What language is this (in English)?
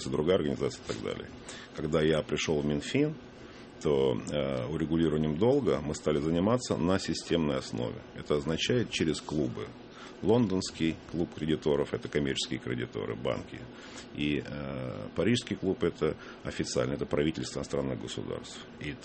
Russian